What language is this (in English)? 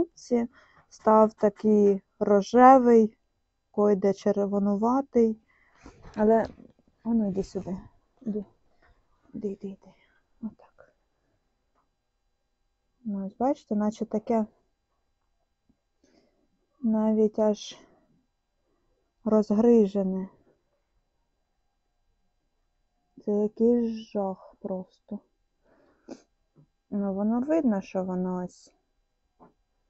Ukrainian